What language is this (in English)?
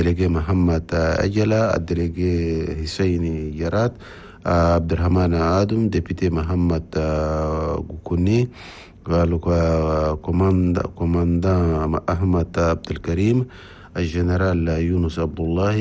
Chadian Arabic